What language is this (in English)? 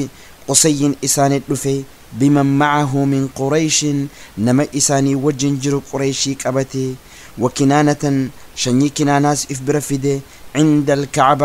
Oromo